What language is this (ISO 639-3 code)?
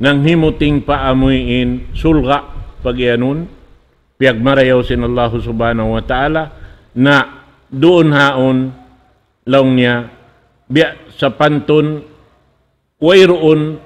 tsg